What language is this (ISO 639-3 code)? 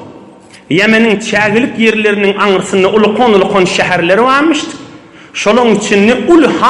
tuk